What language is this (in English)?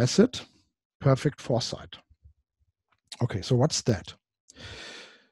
English